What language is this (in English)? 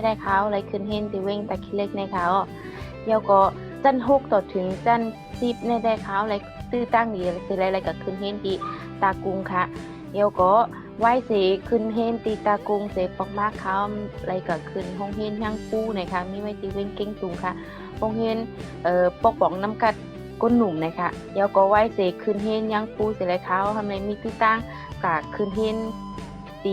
Shan